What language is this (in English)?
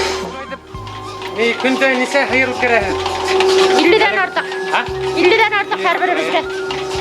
Bashkir